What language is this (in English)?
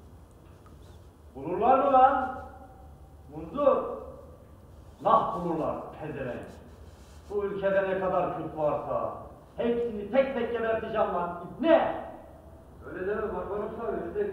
Turkish